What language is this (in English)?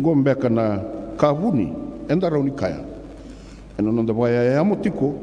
Fijian